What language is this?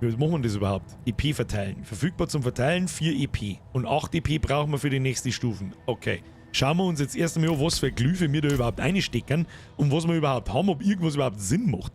Bavarian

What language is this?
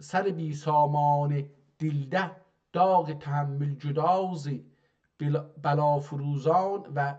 South Azerbaijani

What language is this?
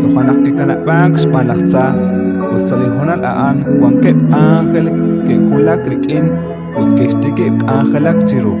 Kekchí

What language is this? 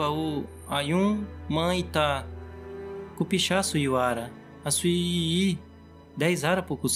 Nheengatu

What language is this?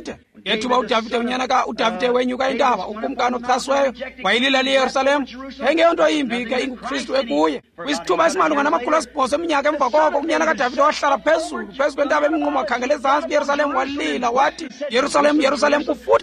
Xhosa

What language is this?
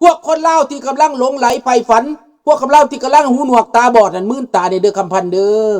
Lao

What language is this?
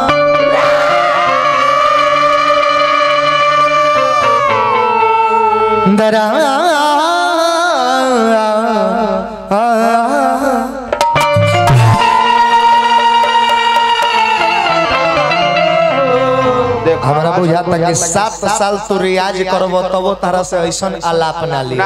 Bhojpuri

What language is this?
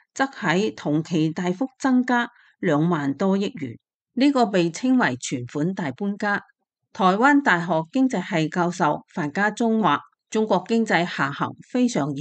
Cantonese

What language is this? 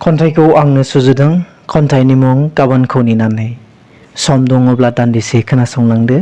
Bodo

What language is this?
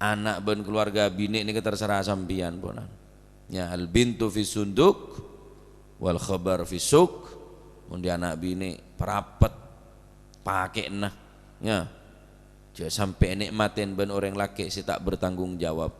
Madurese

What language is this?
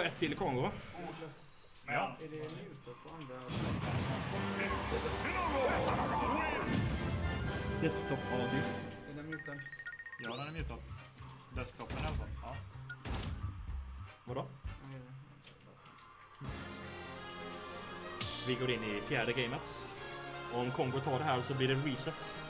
Swedish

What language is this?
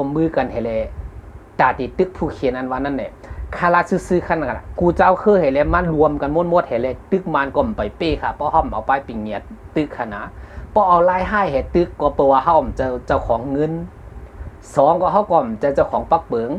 Shan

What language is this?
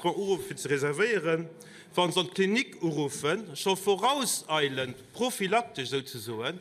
Luxembourgish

